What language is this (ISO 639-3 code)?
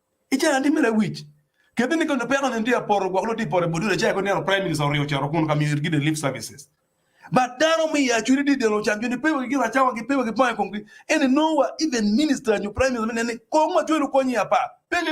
ach